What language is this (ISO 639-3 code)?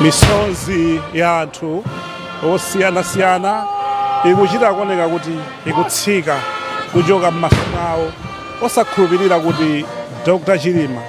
nya